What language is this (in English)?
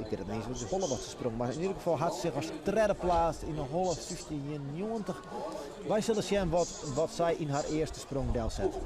Western Frisian